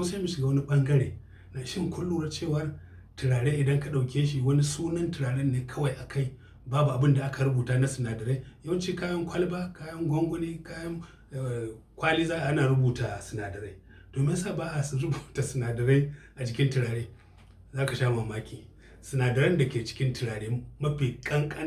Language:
Hausa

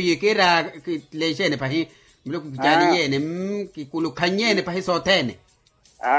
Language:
Makhuwa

